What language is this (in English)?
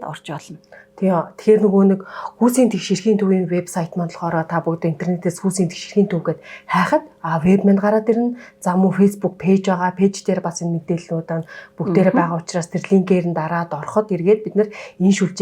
Mongolian